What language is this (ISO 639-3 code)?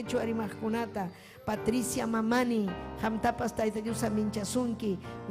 quy